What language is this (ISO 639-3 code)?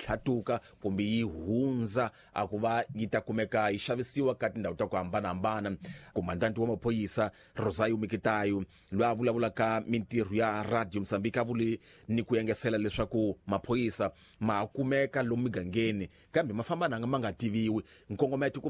tso